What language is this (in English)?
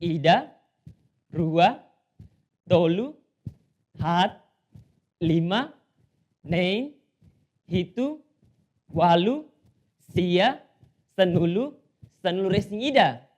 Tetum